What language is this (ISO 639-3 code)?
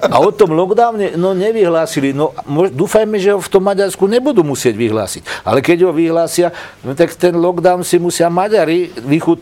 slk